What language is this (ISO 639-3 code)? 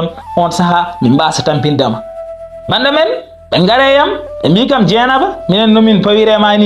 ful